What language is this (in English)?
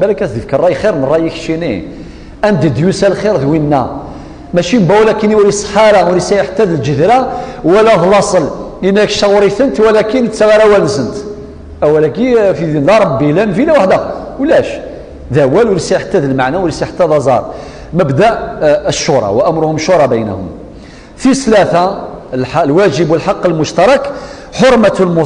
Kabyle